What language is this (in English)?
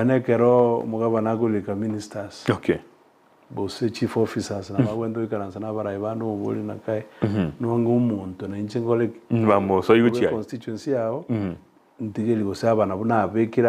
Gusii